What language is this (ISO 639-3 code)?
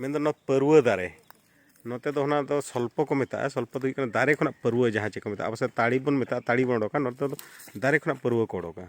sat